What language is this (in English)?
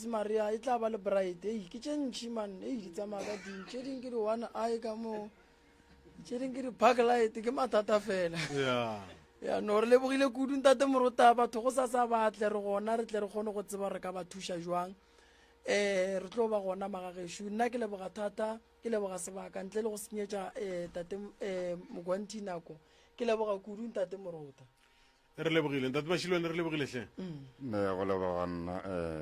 Northern Sotho